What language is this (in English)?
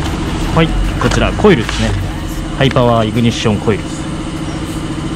Japanese